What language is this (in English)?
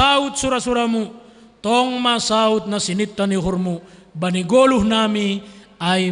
Batak Simalungun